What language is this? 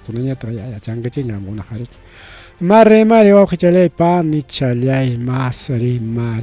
Ayacucho Quechua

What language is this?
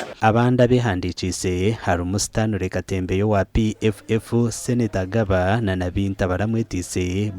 Nyankole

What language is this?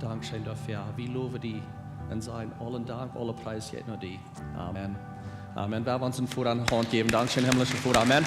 Plautdietsch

